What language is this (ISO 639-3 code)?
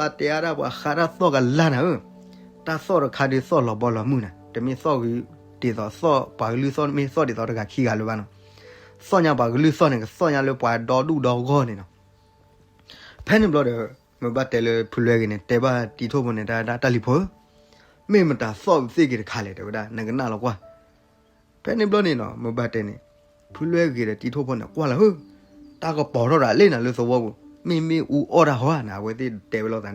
ksw